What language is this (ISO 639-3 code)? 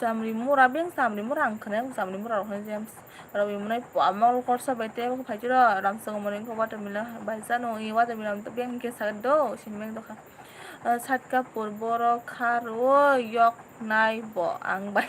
trp